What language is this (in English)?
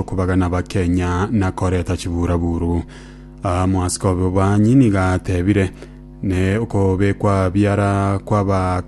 Gusii